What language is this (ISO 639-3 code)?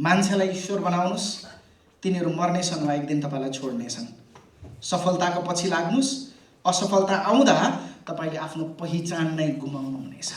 nep